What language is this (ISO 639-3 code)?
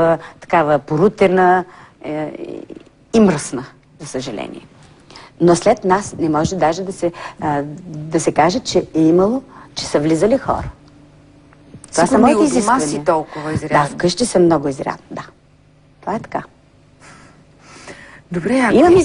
bul